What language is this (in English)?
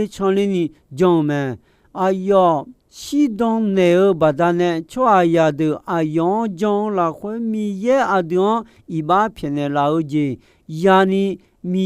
Akha